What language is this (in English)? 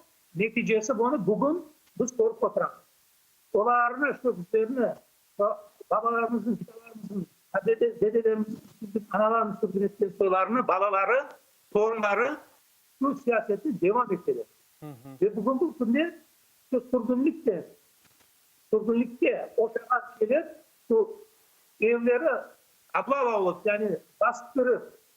Crimean Tatar